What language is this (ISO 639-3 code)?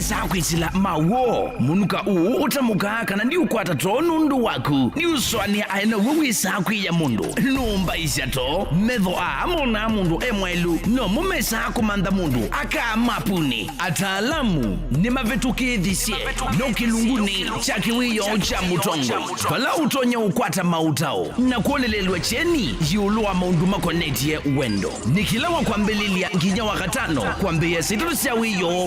kam